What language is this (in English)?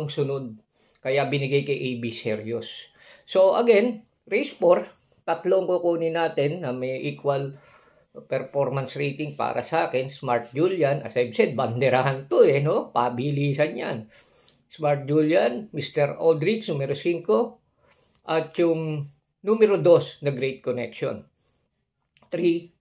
Filipino